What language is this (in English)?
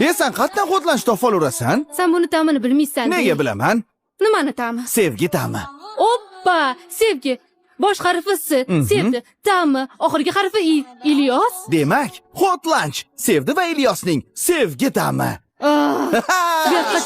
Uzbek